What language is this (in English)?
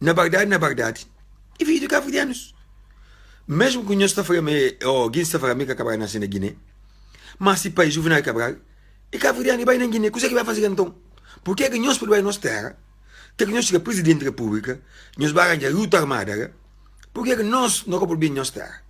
Kabuverdianu